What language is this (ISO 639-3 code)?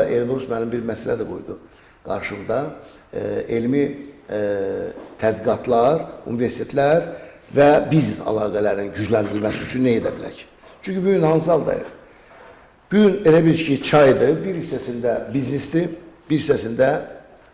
aze